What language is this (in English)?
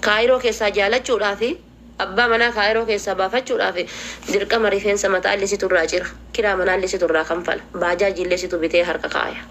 Oromo